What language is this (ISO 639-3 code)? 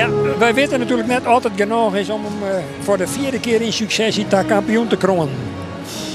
fry